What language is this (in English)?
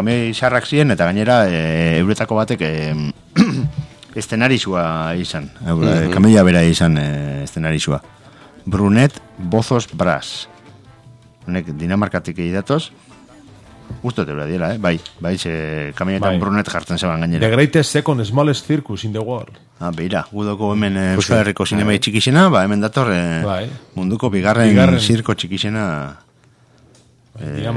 Basque